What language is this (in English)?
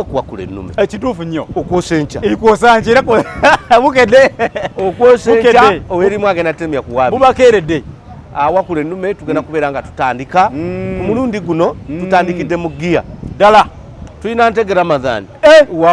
Ganda